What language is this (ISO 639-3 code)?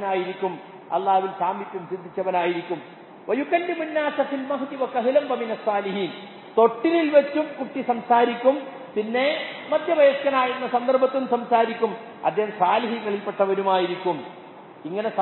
mal